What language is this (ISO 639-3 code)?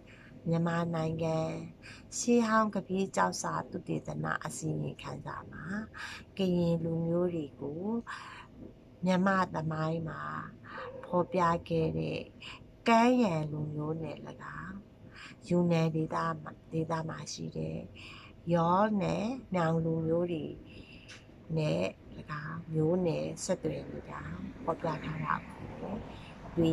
mya